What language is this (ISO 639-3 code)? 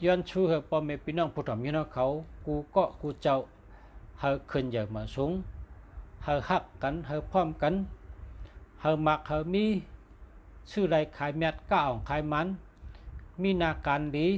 shn